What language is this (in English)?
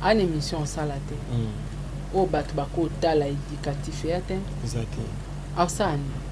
Lingala